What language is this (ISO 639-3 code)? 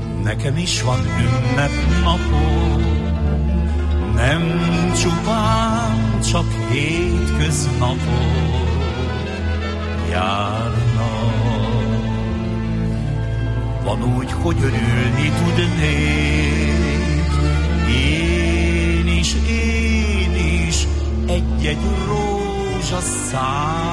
hun